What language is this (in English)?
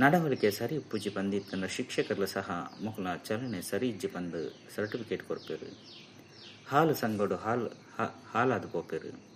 Tulu